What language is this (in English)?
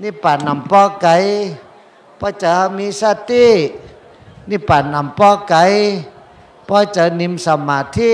Shan